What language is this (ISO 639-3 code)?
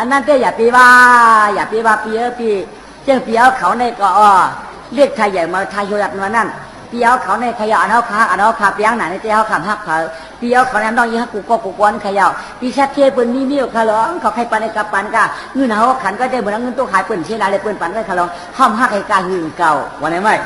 shn